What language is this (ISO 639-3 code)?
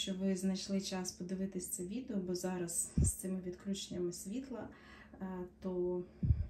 ukr